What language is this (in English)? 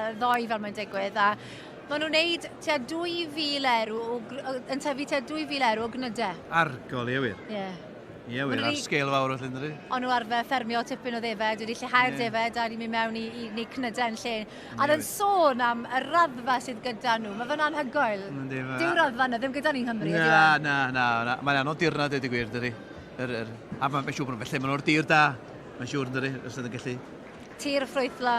Welsh